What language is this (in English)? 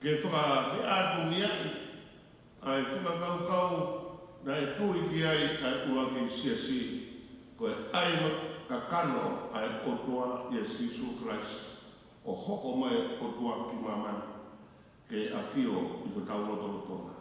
Tongan